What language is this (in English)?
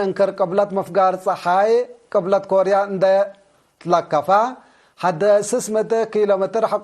Tigre